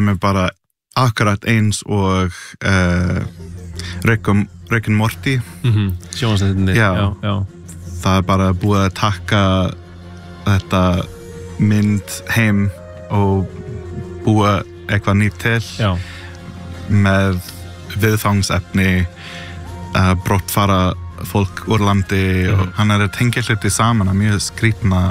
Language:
Icelandic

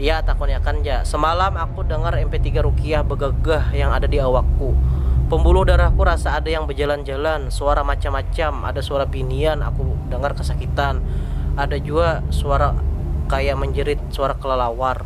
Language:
Banjar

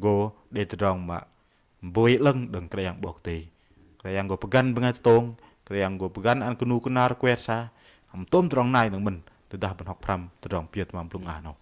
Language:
Bahnar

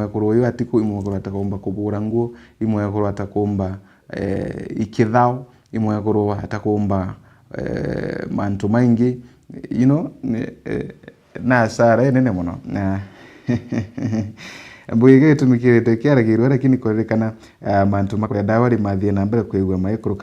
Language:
Meru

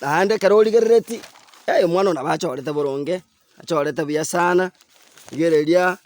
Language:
Gusii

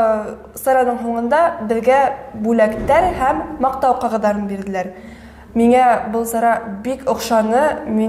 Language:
Bashkir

